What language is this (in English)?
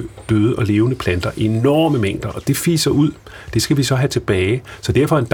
Danish